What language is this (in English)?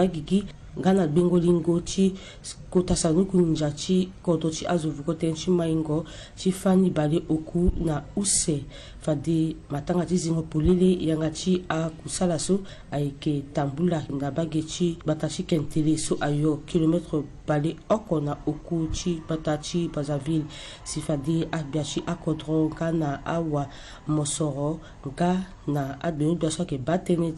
Sango